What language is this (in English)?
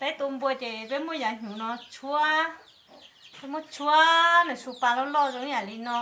Hmong